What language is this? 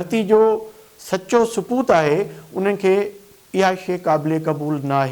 Sindhi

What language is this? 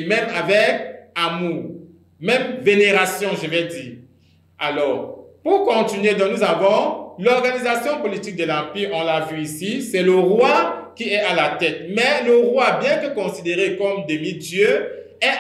French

